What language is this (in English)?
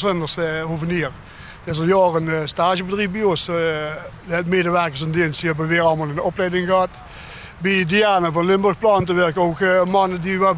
Limburgish